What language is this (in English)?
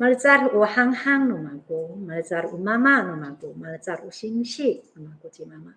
Amis